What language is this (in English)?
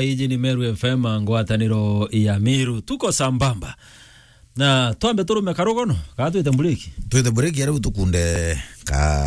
Meru